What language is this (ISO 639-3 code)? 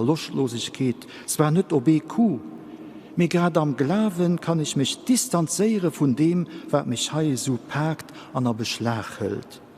ltz